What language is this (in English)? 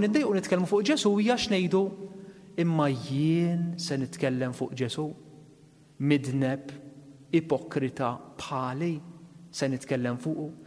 Maltese